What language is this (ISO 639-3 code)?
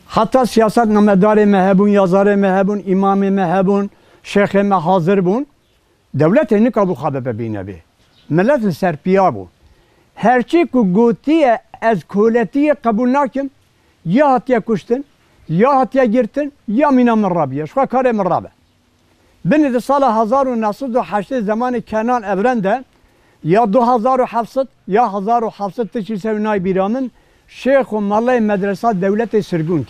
kur